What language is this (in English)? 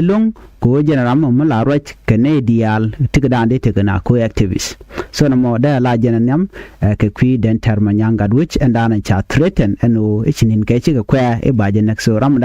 Nuer